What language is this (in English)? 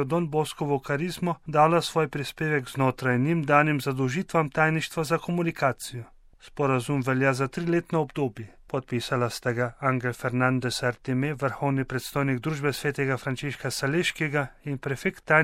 Slovenian